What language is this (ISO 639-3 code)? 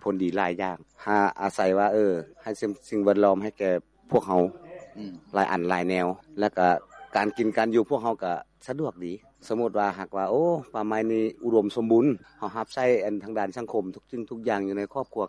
lao